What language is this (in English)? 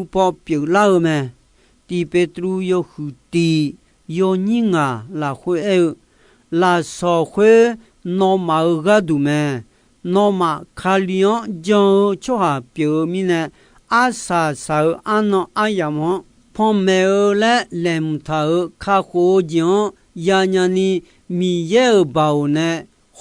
Akha